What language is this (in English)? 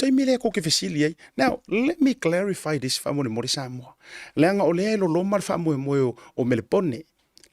Samoan